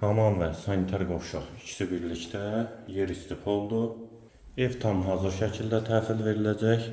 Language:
Azerbaijani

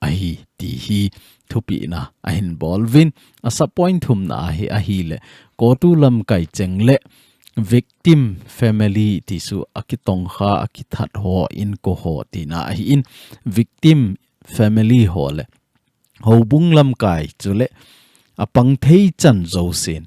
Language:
Thado Chin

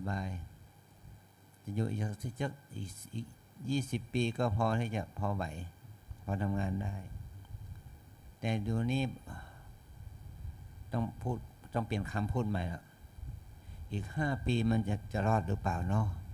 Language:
Thai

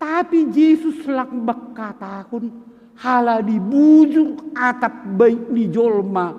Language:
Batak Simalungun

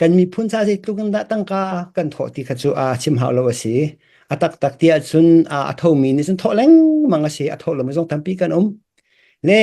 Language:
Hakha Chin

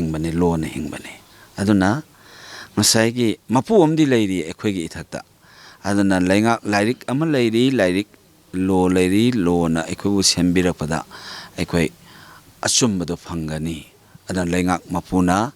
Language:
Manipuri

